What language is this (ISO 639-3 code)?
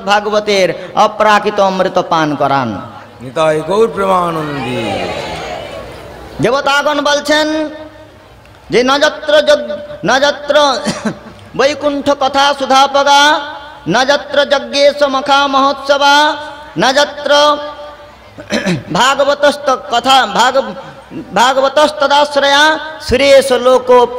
ben